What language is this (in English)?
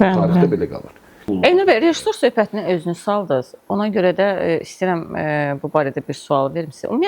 Azerbaijani